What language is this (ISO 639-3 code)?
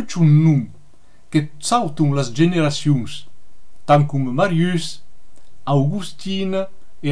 oci